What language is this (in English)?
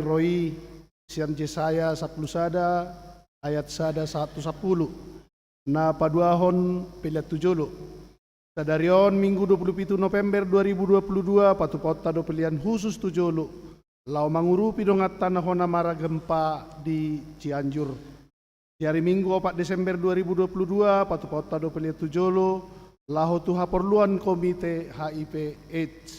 Batak Toba